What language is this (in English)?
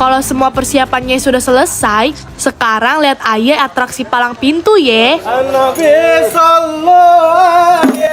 Betawi